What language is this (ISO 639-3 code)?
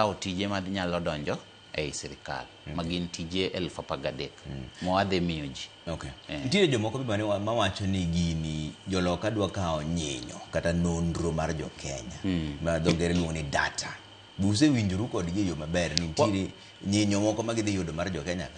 luo